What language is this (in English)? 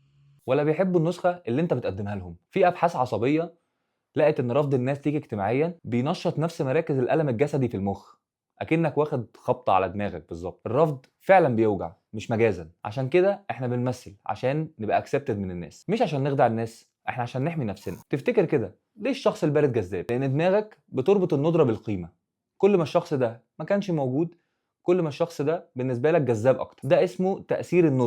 Egyptian Arabic